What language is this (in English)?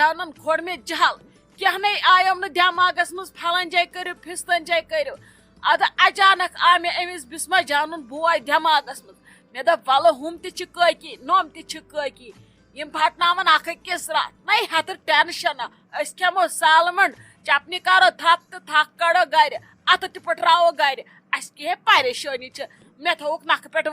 Kashmiri